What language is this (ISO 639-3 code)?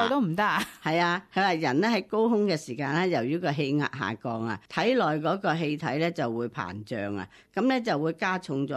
yue